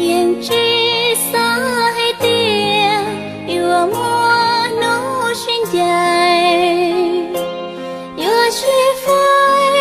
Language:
Hmong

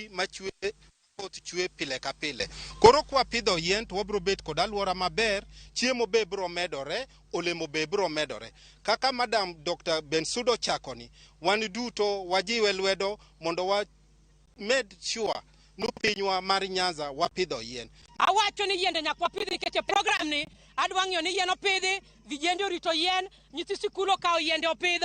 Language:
Luo (Kenya and Tanzania)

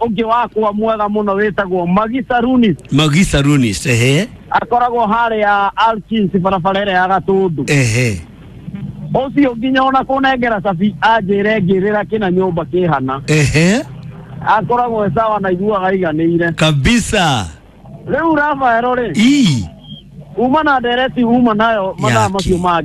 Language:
Kikuyu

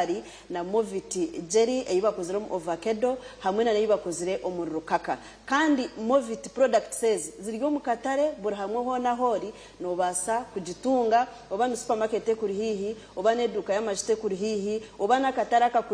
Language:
Nyankole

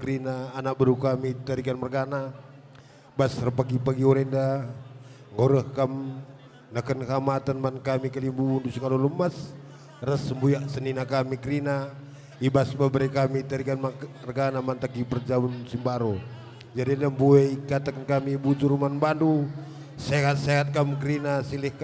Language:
Batak Karo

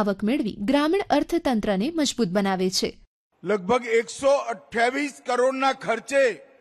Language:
Gujarati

